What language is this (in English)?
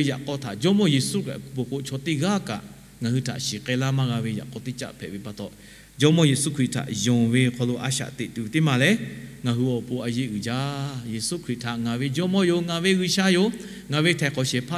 Lahu